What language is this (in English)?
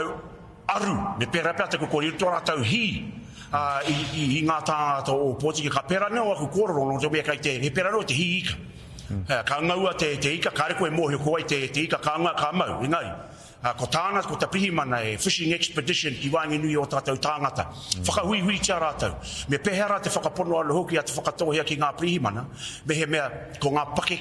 Māori